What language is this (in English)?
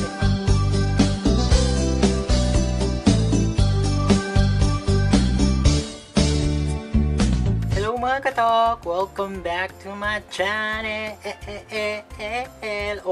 Filipino